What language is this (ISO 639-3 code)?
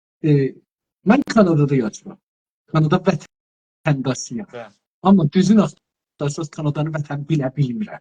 azb